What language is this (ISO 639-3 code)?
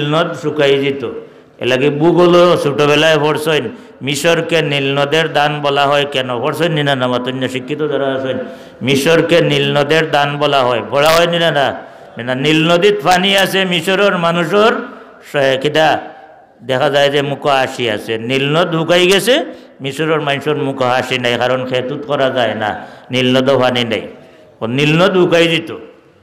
syl